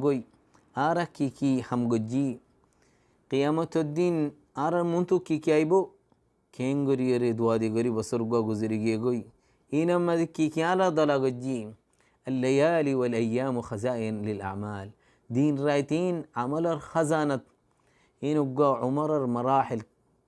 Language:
Rohingya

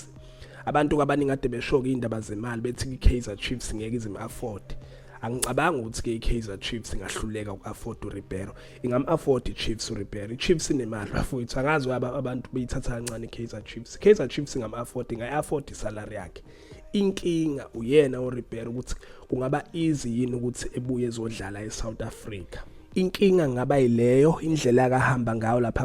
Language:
Zulu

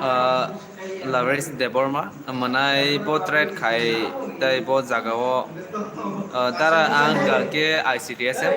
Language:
Kok Borok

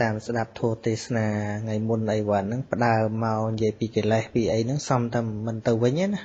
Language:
Khmer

